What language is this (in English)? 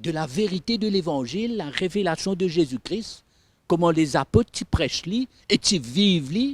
Morisyen